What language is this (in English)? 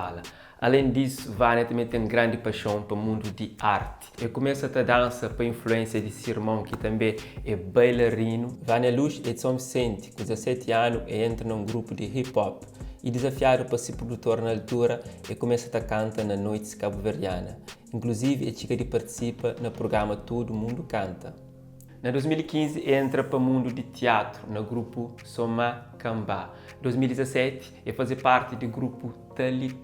Kabuverdianu